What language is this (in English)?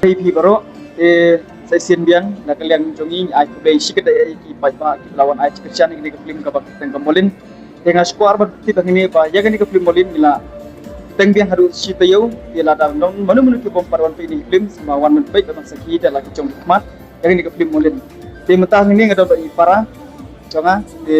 Khasi